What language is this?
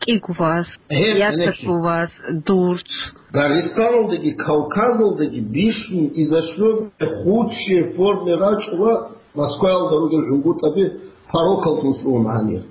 Avaric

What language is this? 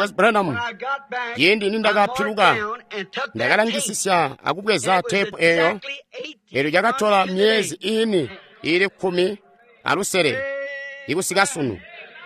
Tonga (Zambia)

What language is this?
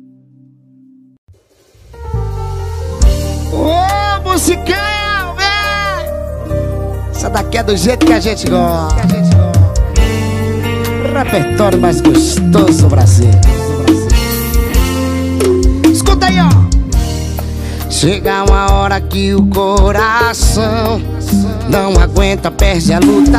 Portuguese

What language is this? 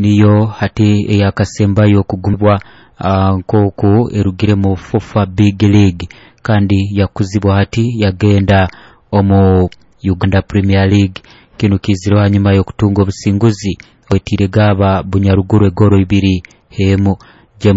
Nyoro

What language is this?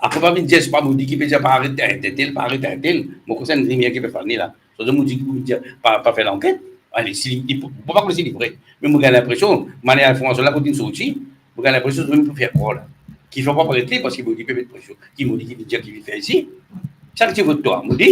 Morisyen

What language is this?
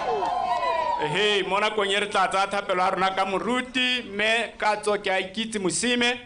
Tswana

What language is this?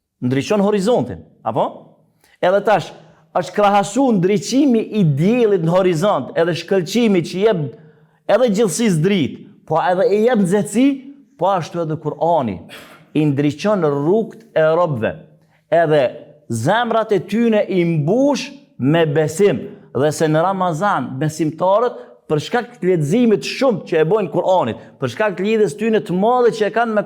Albanian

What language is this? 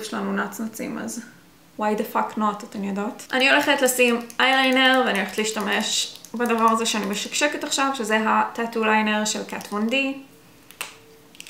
Hebrew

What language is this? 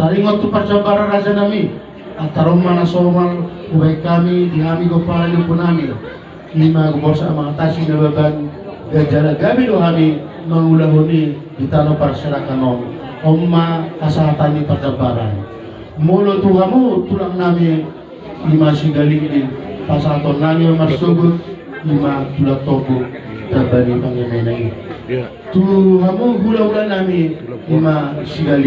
Batak Toba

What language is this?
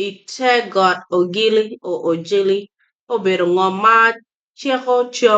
Acoli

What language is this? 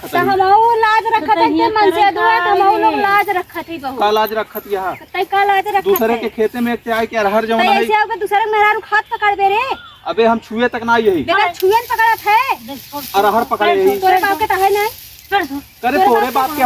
Awadhi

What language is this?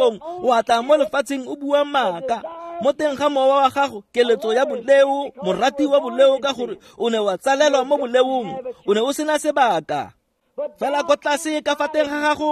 Tswana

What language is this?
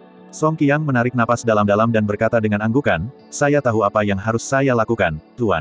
Indonesian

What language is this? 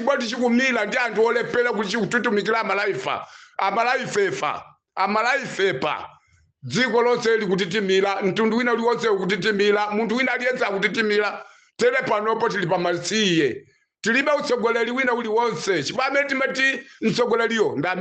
Nyanja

